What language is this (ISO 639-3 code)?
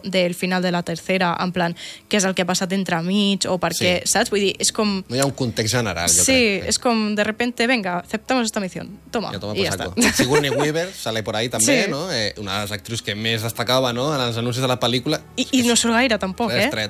cat